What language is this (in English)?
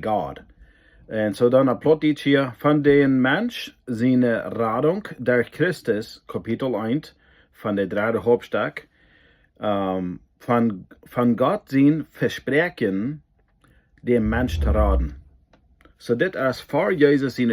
Plautdietsch